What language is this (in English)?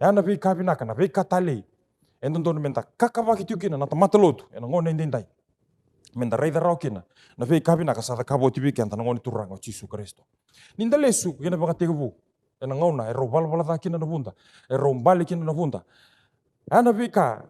Fijian